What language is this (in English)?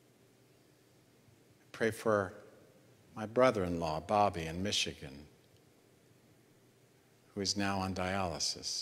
English